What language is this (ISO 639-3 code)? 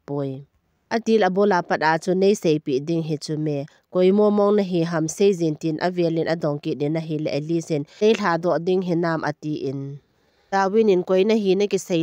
tcz